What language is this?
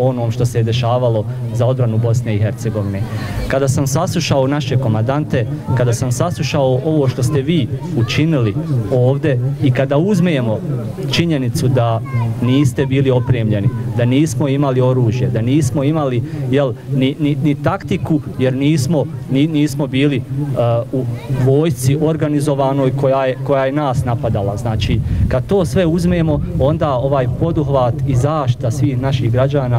Bosnian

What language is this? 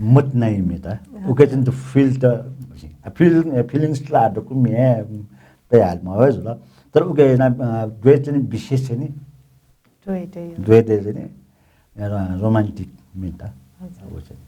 Newari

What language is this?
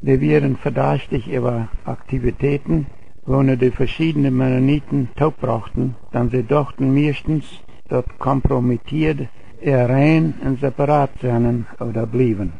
Plautdietsch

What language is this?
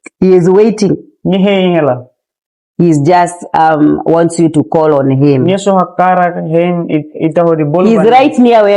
Tetum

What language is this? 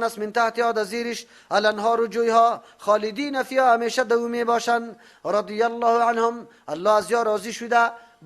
Persian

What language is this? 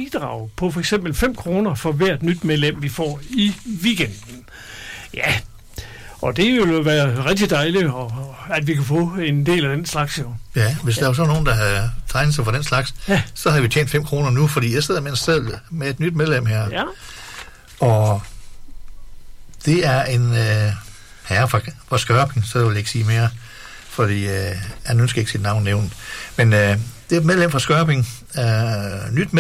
Danish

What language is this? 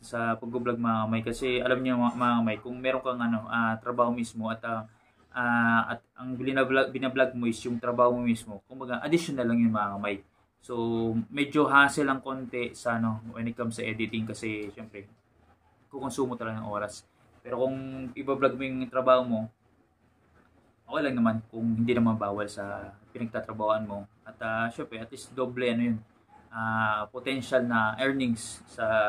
Filipino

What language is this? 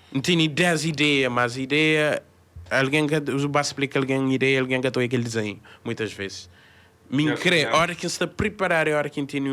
Kabuverdianu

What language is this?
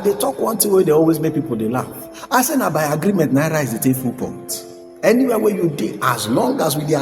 Nigerian Pidgin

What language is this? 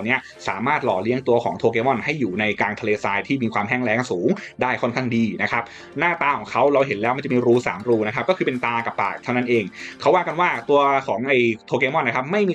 Thai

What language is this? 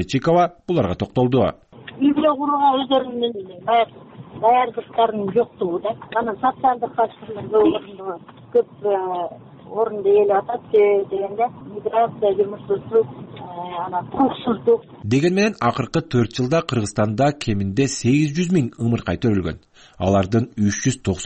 Kyrgyz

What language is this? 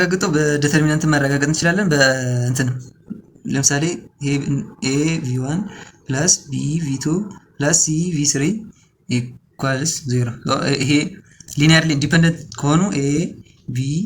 Amharic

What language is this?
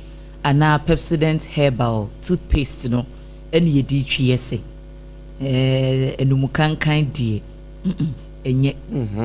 Akan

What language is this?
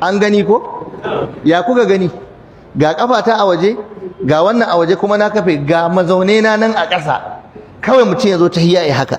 Hausa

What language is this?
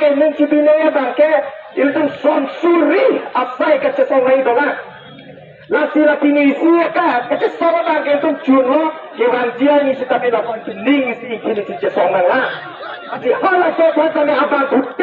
Karbi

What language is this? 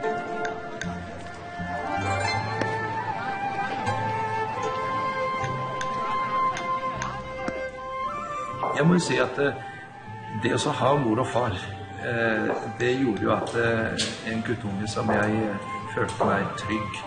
Norwegian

